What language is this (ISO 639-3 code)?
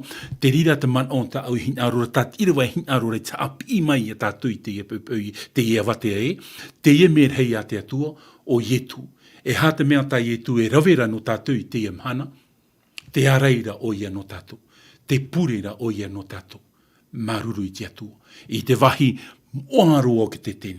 tah